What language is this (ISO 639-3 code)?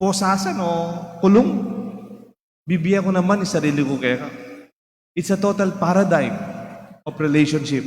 pam